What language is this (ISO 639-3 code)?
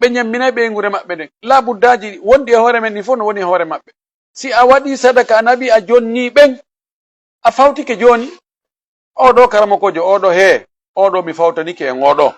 ful